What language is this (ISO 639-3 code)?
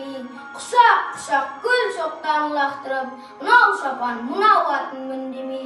kaz